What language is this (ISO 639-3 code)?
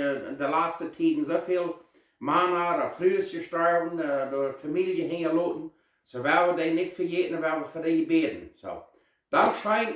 pdt